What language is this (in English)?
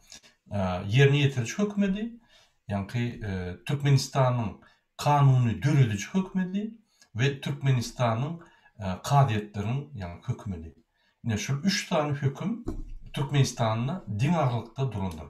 Turkmen